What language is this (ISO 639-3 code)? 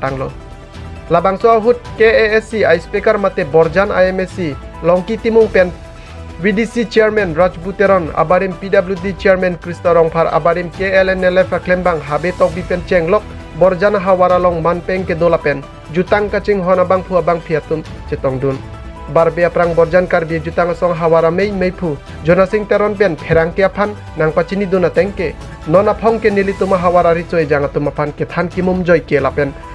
mjw